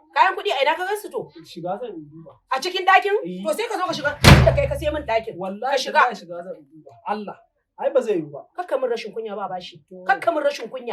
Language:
Hausa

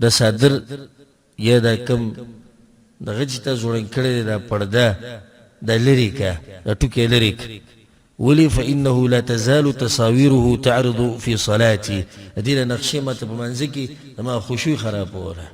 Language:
Pashto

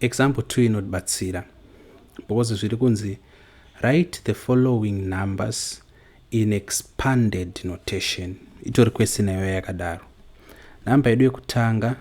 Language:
Shona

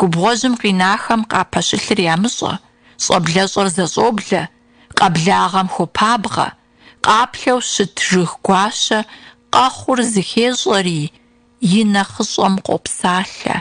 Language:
Kabardian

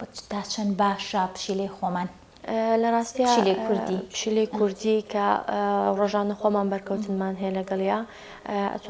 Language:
Central Kurdish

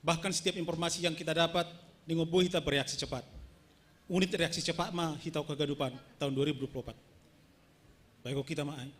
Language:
Batak Simalungun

